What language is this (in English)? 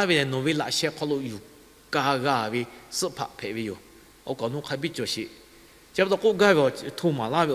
Lahu